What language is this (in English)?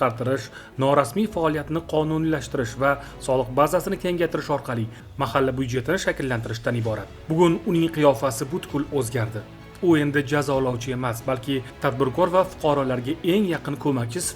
Uzbek